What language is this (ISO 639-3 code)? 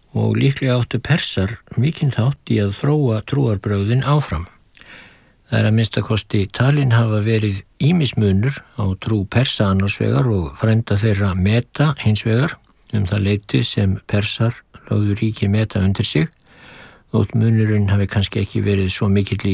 isl